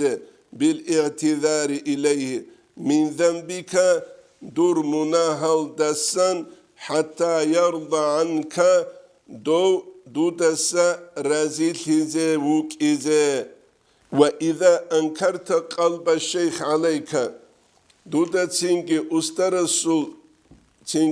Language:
Avaric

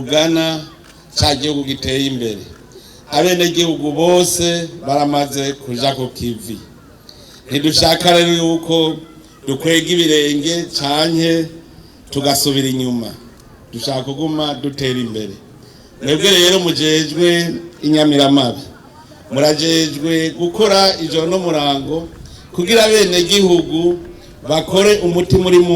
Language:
Rundi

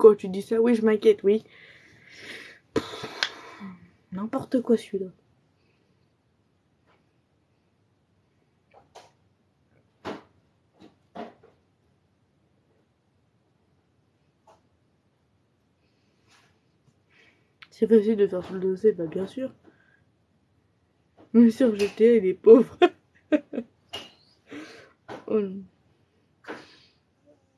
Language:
French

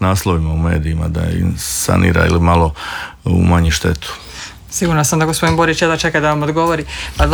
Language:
Croatian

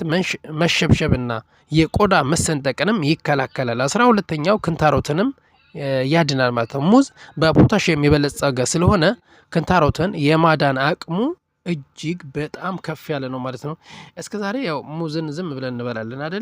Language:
Amharic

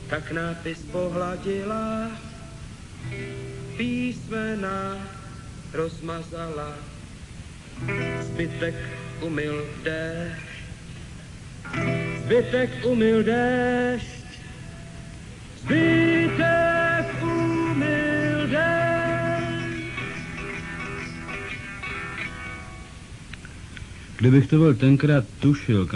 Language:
Czech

